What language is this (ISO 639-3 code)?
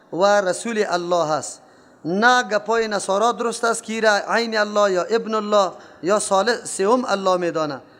fas